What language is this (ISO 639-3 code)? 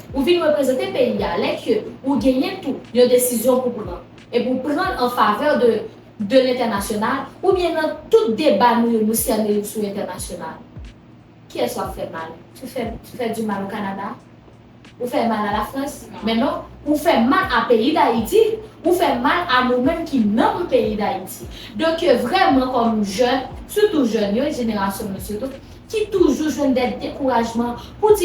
hat